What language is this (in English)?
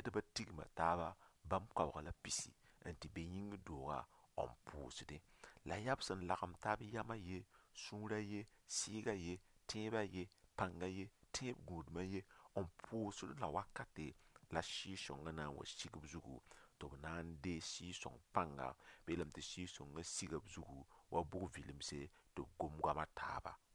Mossi